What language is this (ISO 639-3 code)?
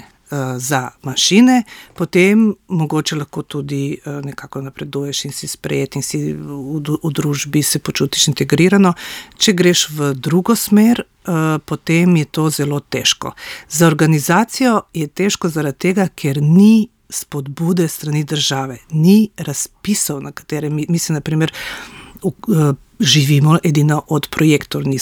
slv